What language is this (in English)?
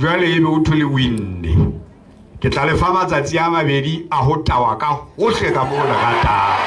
Southern Sotho